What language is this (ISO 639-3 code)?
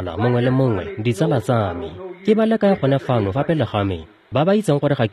tsn